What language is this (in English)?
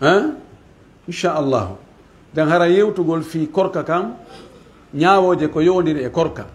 Pular